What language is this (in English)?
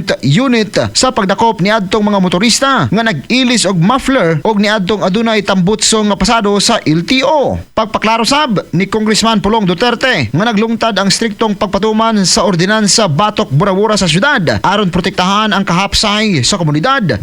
Cebuano